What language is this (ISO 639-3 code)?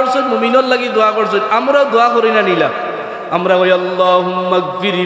syl